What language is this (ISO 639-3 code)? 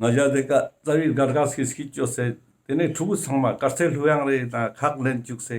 lbj